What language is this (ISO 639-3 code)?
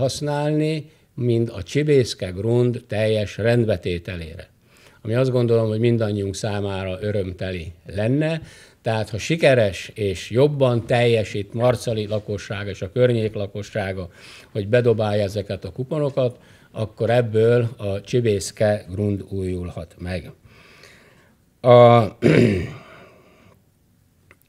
hun